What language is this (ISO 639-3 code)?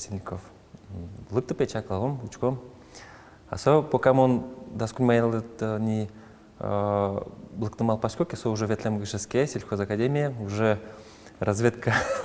udm